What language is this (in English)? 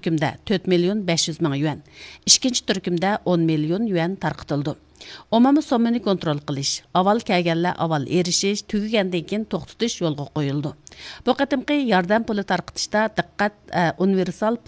Uyghur